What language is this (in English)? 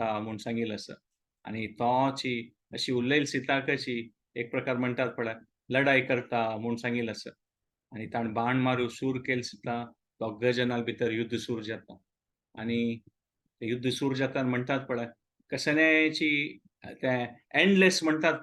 Konkani